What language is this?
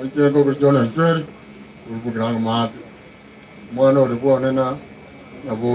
Gusii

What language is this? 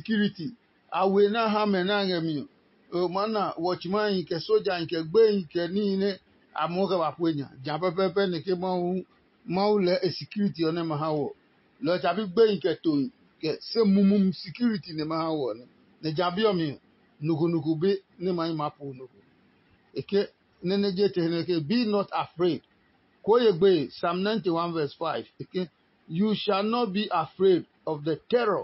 Adangme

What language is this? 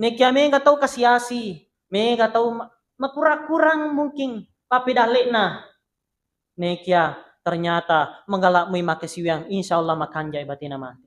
Buginese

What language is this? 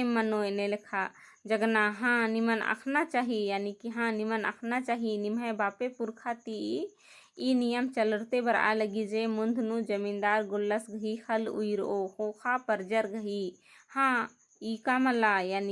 Kurukh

